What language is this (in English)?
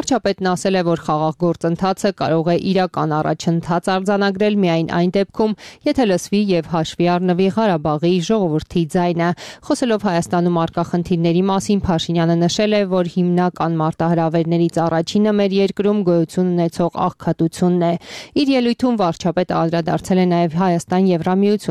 Armenian